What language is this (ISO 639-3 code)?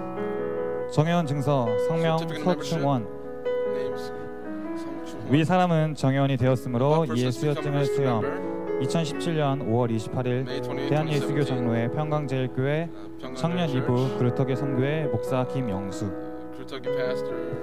kor